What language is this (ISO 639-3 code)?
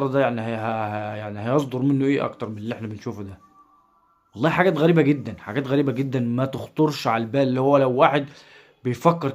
arz